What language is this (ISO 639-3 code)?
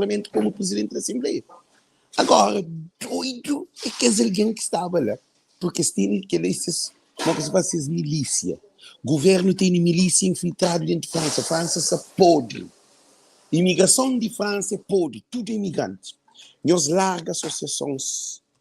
kea